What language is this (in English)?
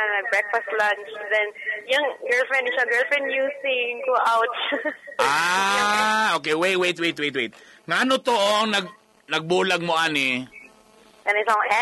Cebuano